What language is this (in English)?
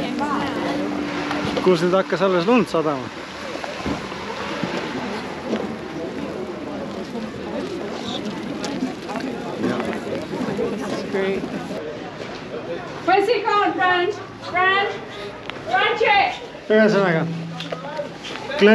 Estonian